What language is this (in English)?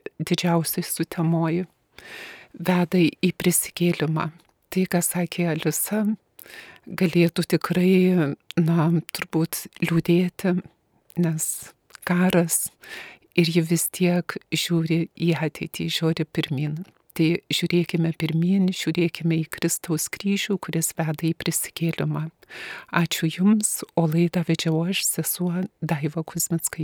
Lithuanian